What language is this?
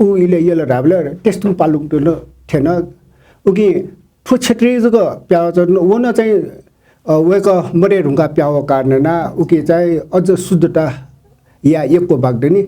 Newari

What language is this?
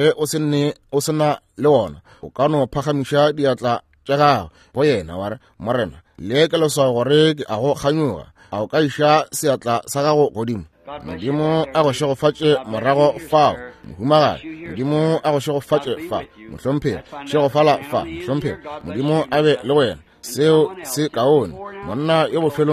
Northern Sotho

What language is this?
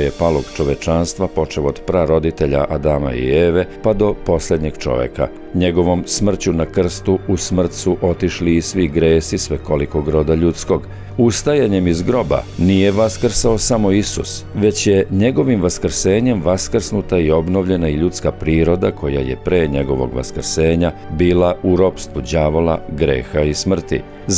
Serbian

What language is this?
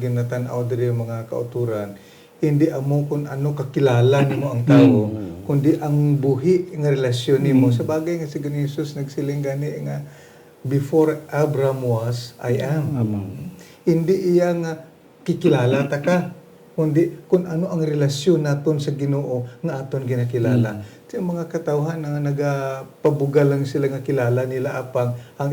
Hiligaynon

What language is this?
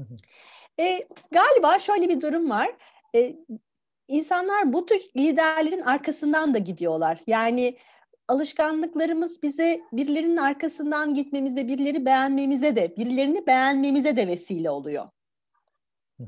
Turkish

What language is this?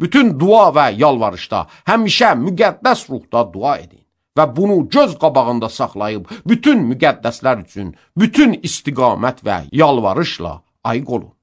Azerbaijani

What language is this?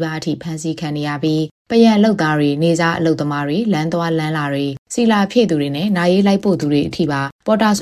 Burmese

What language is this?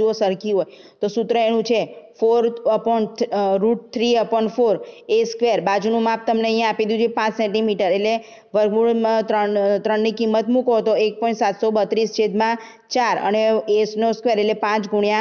Gujarati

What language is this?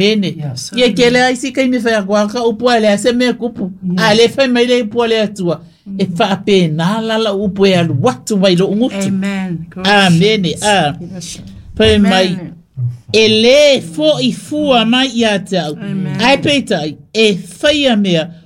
Samoan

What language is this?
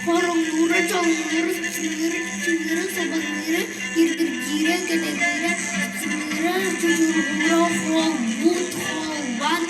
Yakut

